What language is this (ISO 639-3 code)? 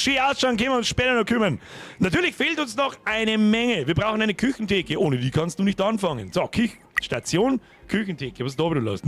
bar